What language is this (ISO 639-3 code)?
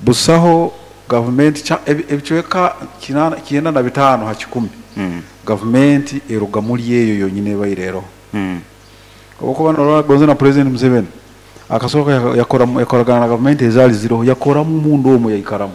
nyo